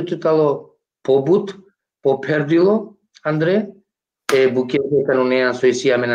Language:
Balkan Romani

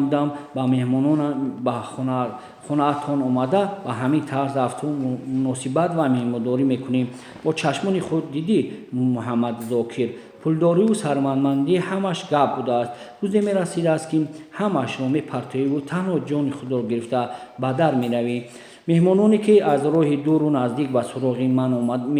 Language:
Tajik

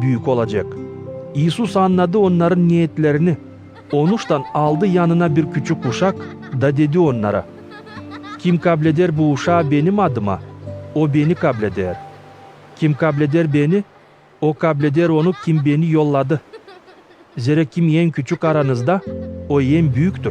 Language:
Gagauz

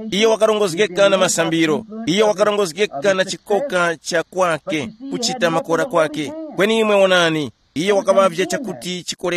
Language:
Tumbuka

